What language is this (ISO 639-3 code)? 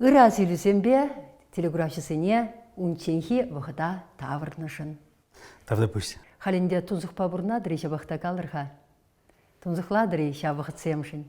chv